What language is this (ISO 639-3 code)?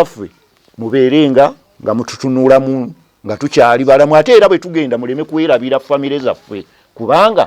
lug